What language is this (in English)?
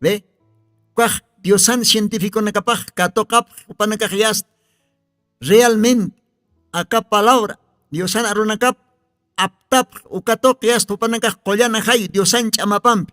Aymara